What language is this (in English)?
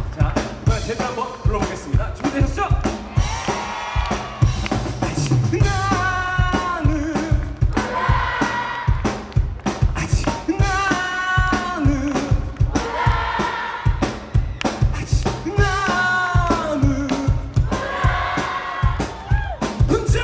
Korean